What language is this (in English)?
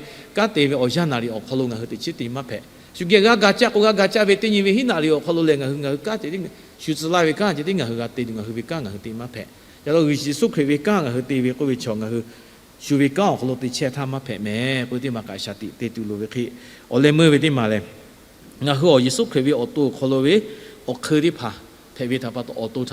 Lahu